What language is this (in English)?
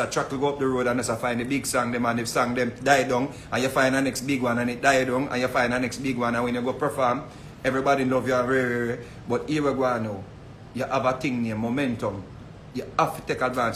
Jamaican Creole English